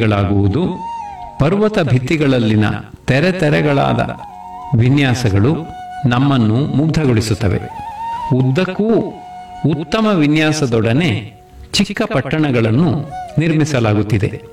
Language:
Kannada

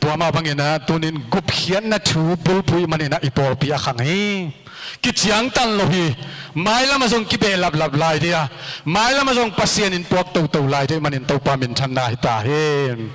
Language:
Tedim Chin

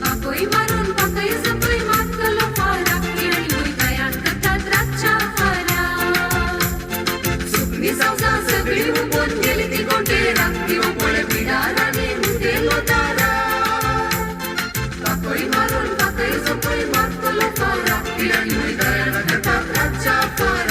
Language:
Konkani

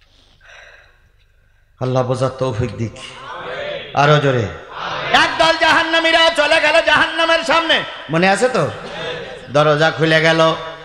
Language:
Bangla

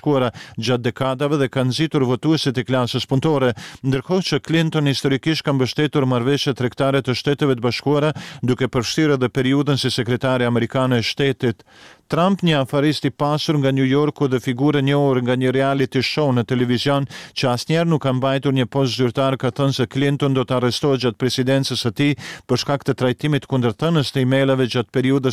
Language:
Albanian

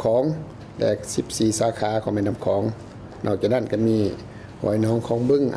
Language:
Lao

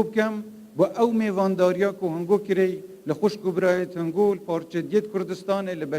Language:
Kurdish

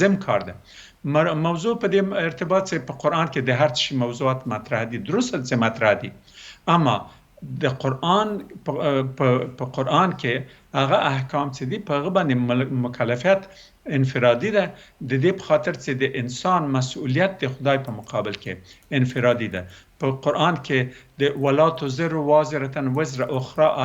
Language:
Pashto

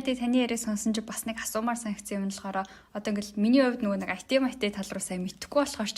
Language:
Mongolian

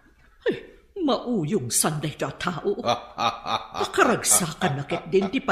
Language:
Iloko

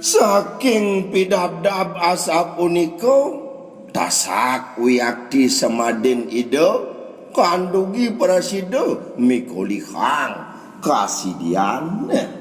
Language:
Balinese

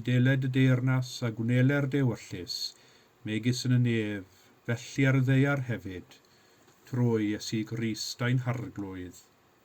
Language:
Welsh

